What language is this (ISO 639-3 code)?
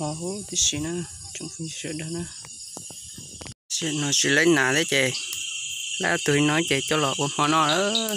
hmn